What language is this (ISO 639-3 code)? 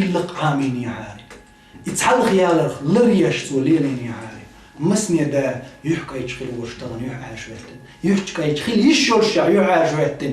che